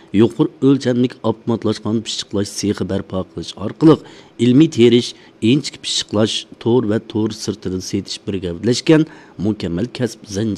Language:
Uyghur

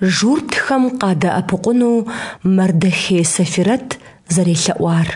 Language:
Kabardian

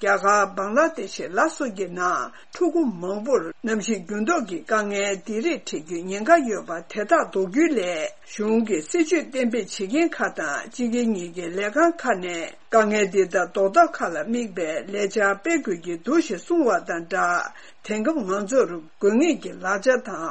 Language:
Tibetan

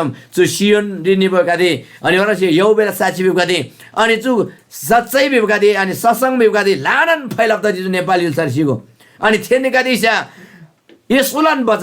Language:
Eastern Tamang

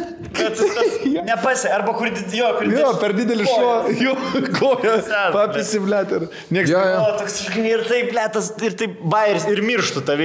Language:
Lithuanian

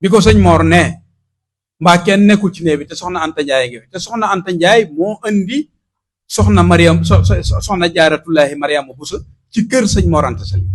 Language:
Wolof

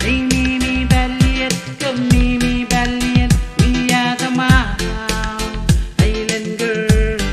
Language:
Pohnpeian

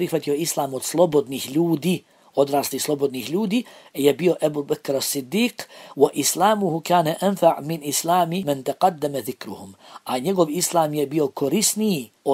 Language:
Bosnian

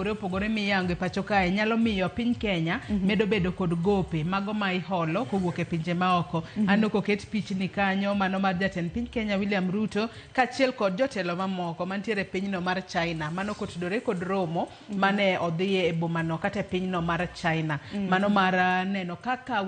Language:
Luo (Kenya and Tanzania)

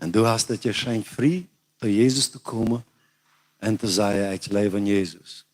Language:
Plautdietsch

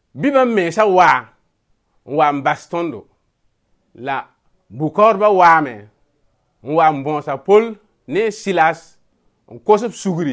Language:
Mossi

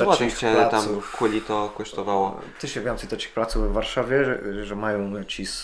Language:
Kashubian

